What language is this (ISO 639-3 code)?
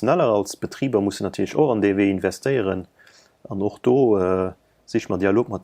ltz